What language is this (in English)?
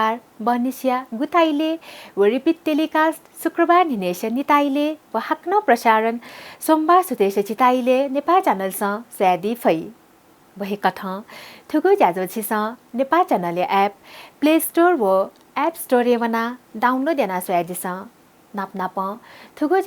Newari